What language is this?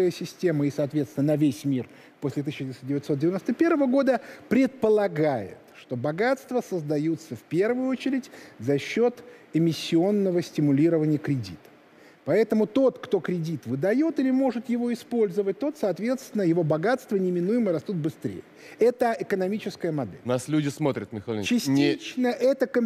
Russian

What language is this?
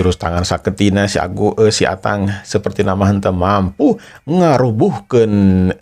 Sundanese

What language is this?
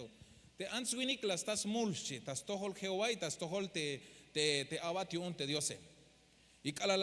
Tzeltal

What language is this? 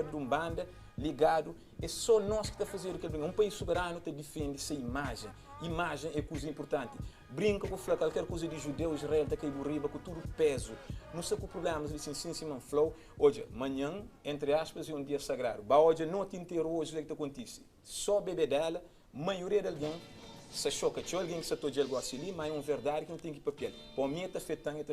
Kabuverdianu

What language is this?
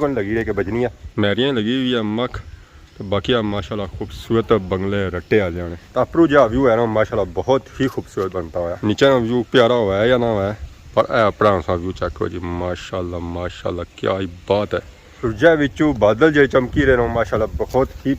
Pahari-Potwari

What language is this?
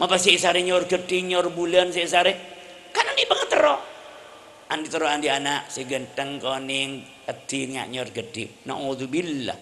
Madurese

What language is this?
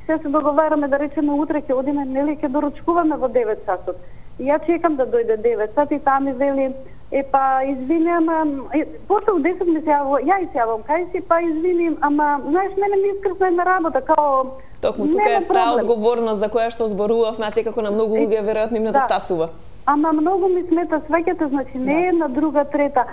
Macedonian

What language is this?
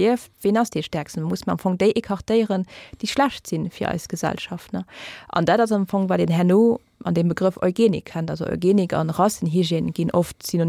Luxembourgish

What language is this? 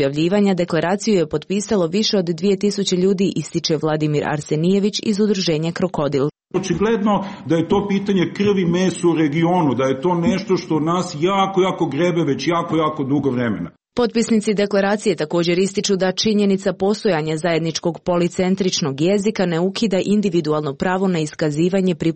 Croatian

